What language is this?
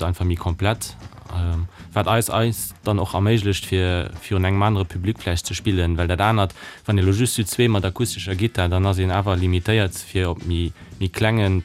Luxembourgish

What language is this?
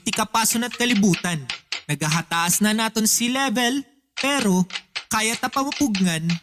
Waray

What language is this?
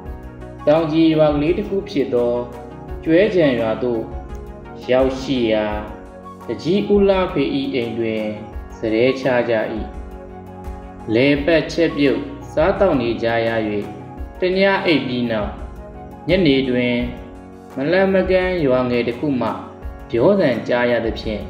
Burmese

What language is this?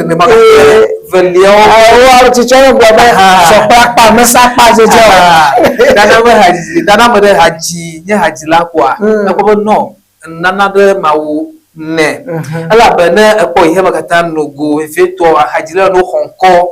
Ewe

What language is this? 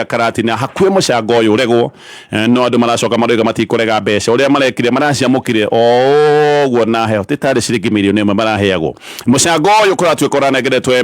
Kikuyu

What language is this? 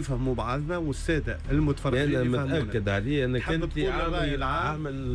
Tunisian Arabic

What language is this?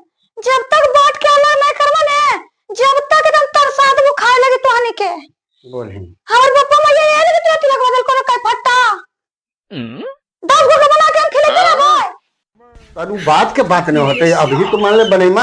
Magahi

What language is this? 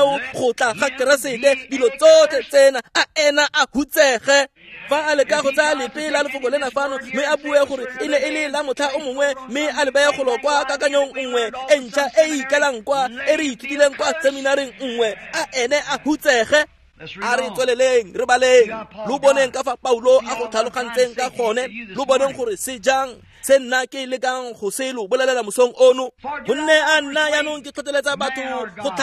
Tswana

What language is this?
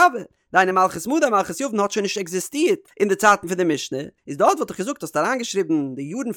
Yiddish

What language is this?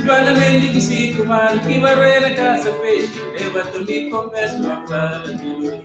Kabuverdianu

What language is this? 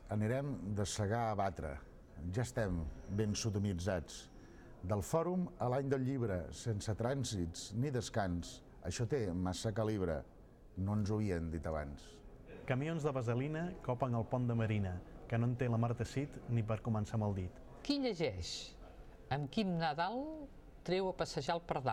Catalan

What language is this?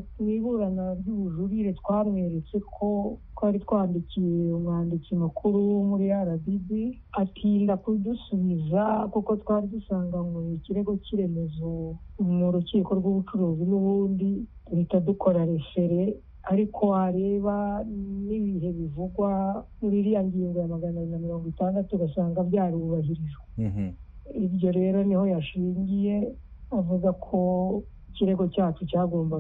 Kinyarwanda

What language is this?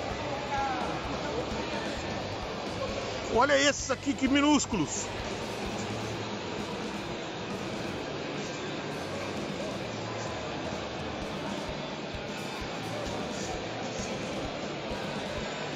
Portuguese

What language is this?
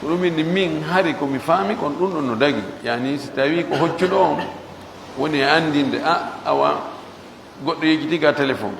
Pular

